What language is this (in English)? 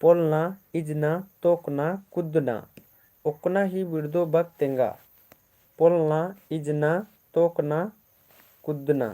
Kurukh